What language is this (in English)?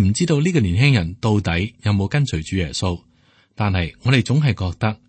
Cantonese